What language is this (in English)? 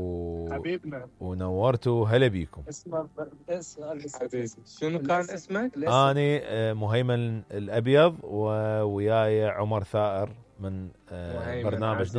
Mesopotamian Arabic